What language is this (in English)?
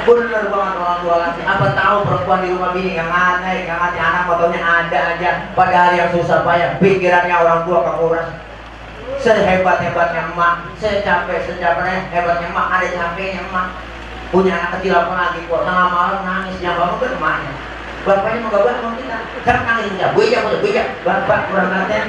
Betawi